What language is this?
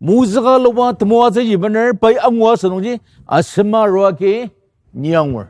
Ao Naga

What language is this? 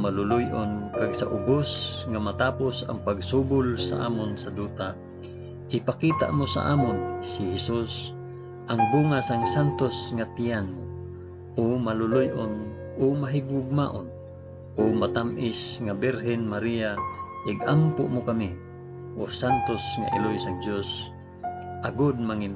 Hiligaynon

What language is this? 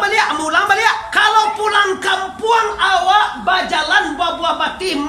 Minangkabau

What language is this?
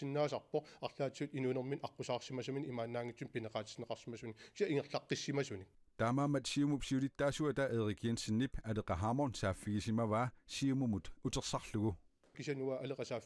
Kalaallisut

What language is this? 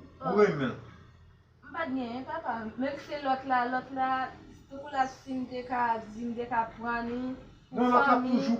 Haitian Creole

